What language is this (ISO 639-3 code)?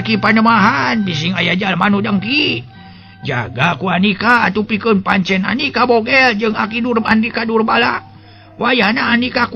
sun